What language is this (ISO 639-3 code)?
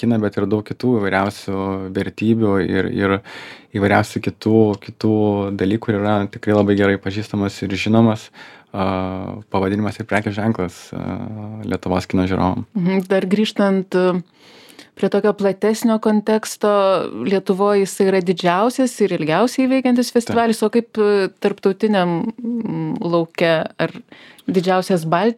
lit